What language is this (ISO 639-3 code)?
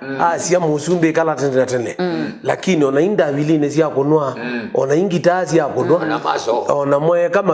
kam